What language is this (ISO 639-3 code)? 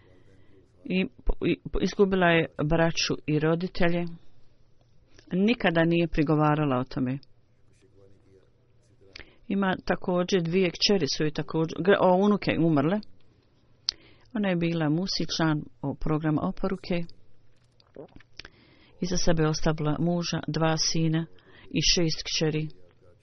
bos